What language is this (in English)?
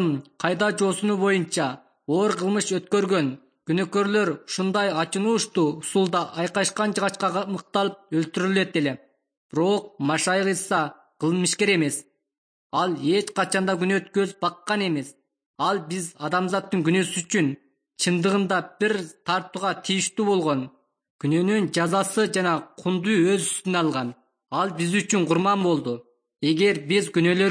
Kyrgyz